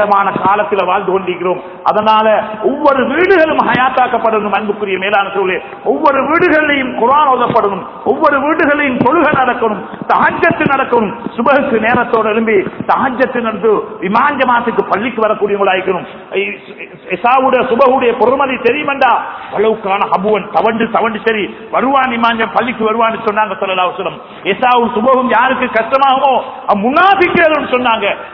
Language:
Tamil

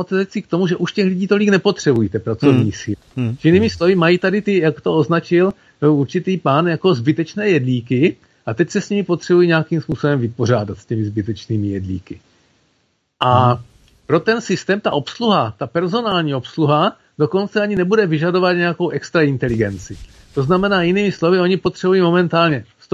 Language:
Czech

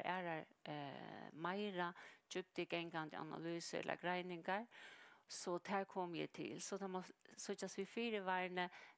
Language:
Faroese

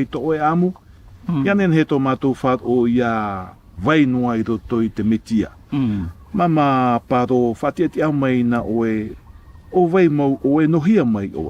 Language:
Tahitian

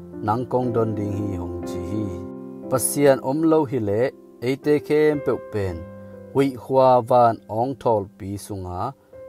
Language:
Tedim Chin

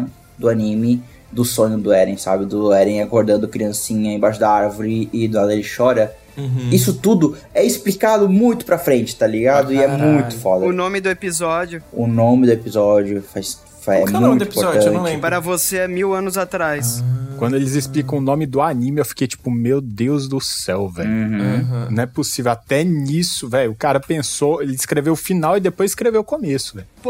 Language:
Portuguese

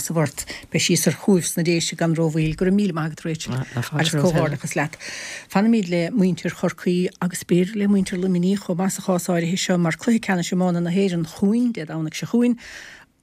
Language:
Irish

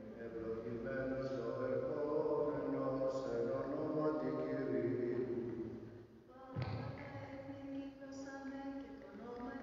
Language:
Greek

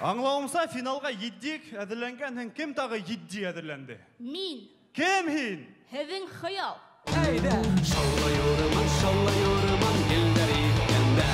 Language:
Bashkir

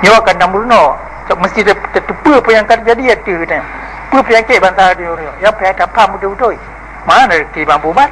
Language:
Achinese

